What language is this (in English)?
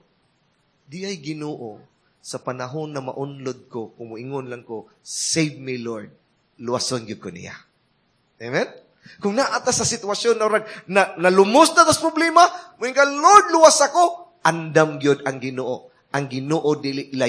Cebuano